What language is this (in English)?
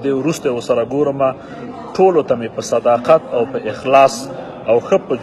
Pashto